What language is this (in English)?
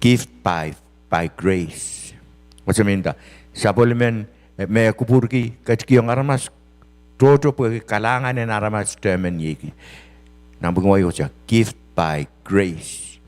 Pohnpeian